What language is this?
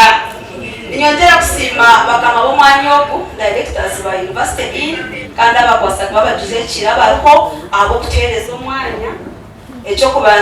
Nyankole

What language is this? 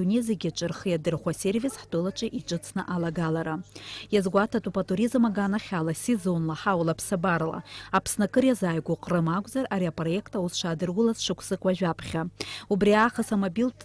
Abkhazian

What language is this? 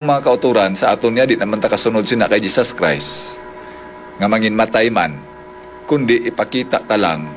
Hiligaynon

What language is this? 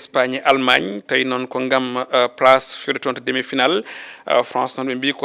Fula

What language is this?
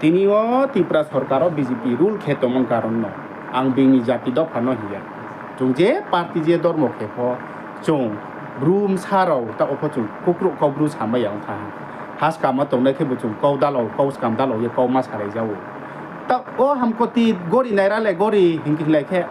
Riang (India)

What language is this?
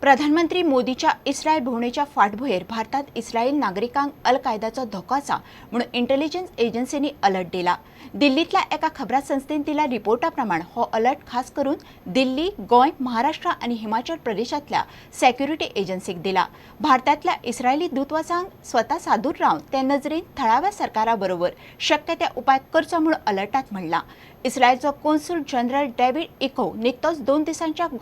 Konkani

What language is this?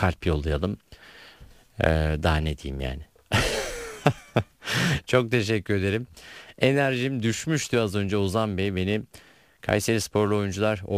Turkish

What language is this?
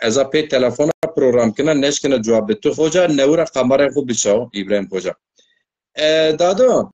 Zaza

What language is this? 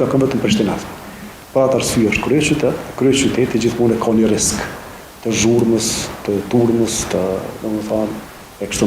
Albanian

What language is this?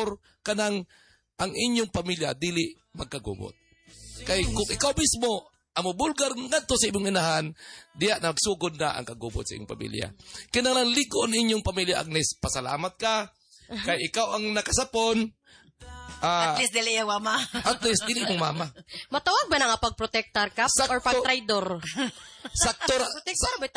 Cebuano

